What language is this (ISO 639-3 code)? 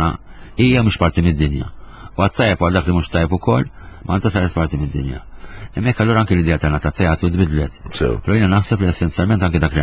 mlt